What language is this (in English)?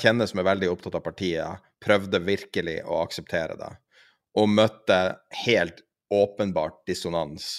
Norwegian